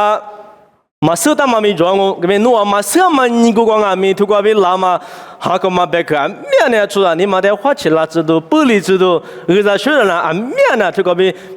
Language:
Lisu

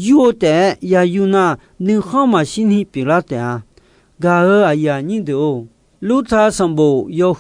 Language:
Akha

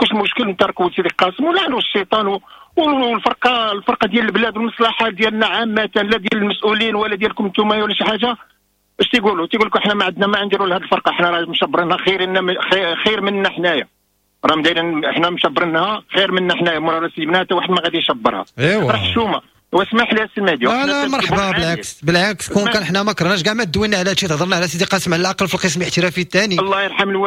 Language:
Moroccan Arabic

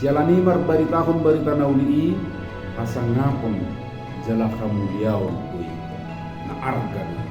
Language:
Batak Toba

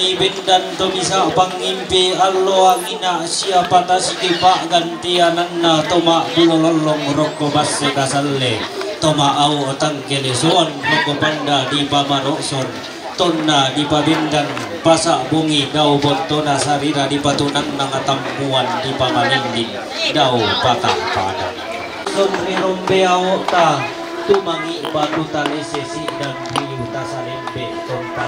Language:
Toraja-Sa'dan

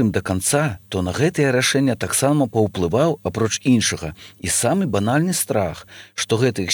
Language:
Belarusian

